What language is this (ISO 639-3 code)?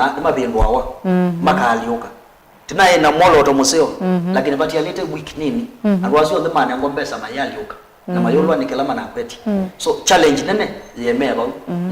kam